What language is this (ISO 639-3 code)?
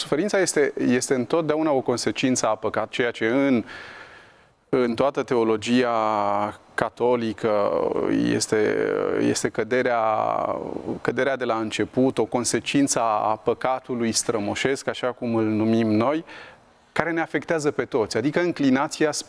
ron